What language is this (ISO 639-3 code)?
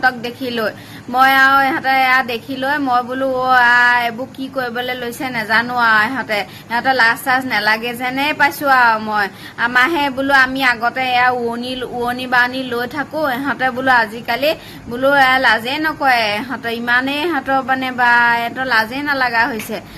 asm